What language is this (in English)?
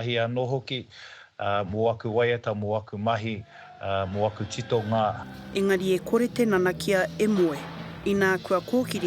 Māori